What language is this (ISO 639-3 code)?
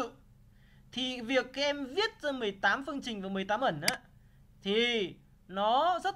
vie